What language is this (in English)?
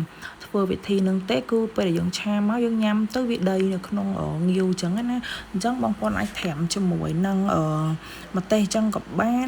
Khmer